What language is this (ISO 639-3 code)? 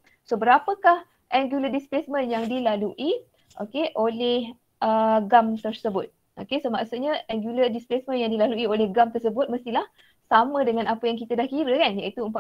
msa